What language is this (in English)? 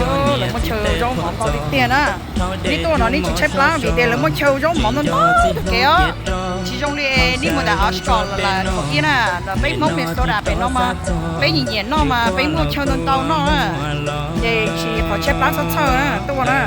Hmong